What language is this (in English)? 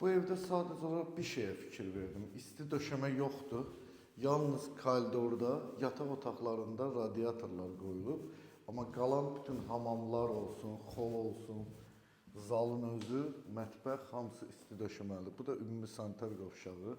Azerbaijani